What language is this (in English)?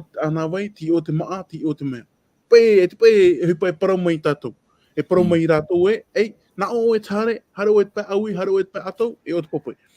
Tahitian